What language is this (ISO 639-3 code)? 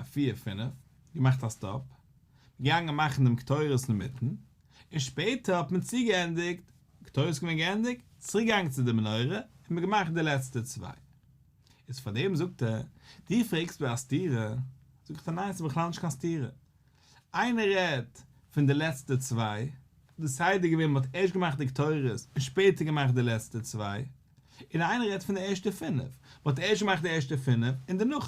yid